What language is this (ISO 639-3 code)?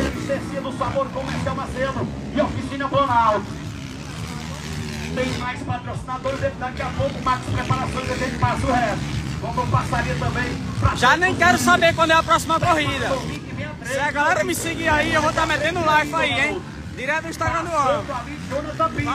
por